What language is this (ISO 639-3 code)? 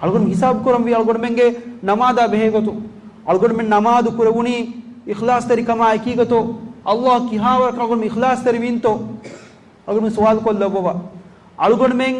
div